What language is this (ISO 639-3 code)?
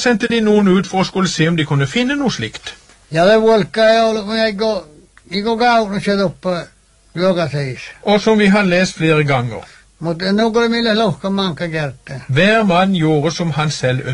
nor